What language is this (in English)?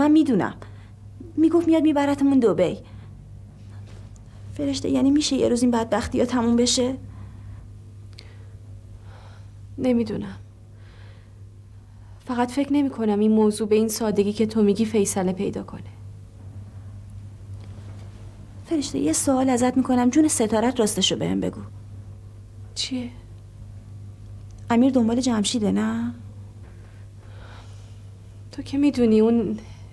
Persian